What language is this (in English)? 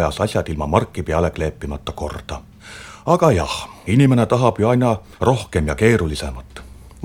Estonian